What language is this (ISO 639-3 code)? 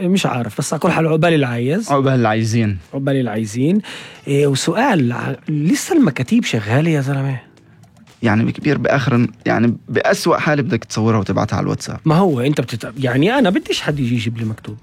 apc